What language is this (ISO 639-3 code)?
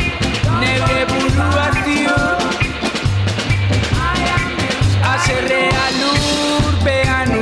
eus